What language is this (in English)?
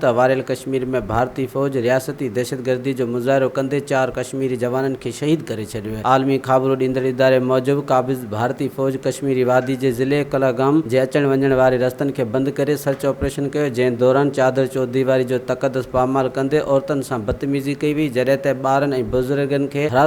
Sindhi